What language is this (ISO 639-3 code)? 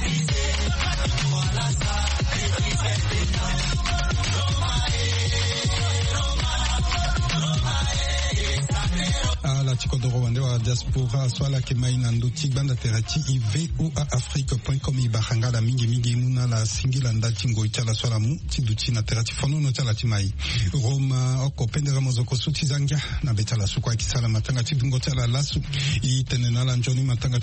sag